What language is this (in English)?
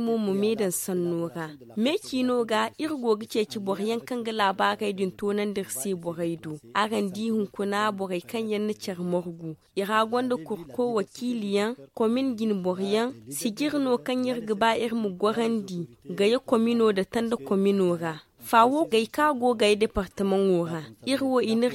Zarma